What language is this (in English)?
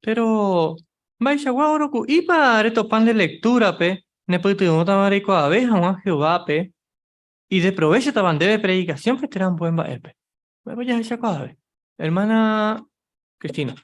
Guarani